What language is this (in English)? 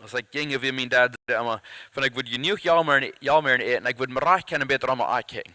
Plautdietsch